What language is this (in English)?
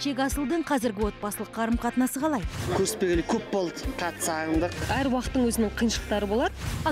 Kazakh